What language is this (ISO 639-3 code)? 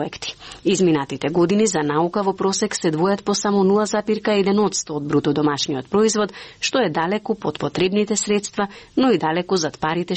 mkd